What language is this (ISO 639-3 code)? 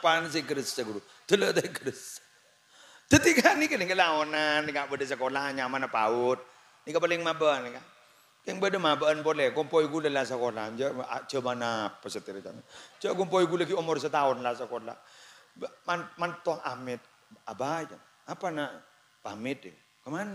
mad